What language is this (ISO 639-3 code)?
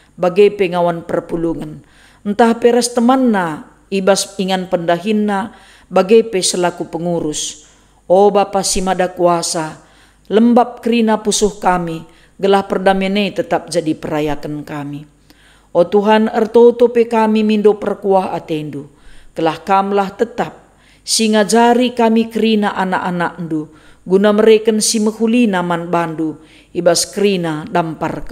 btx